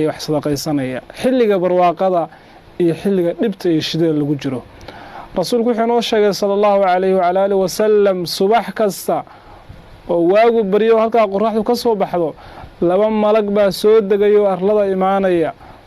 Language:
Somali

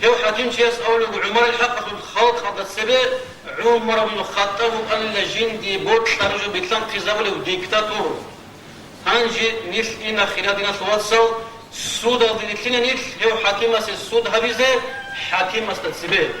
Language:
Avaric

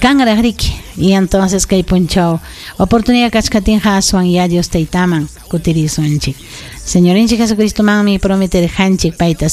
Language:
Ayacucho Quechua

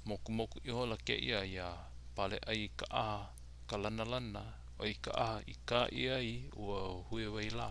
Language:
Hawaiian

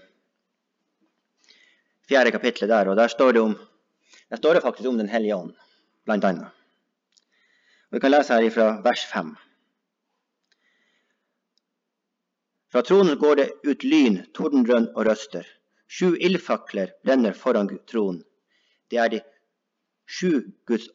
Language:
Norwegian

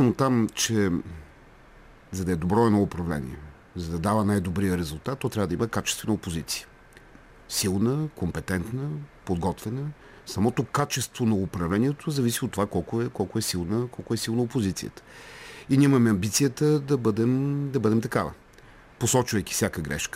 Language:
Bulgarian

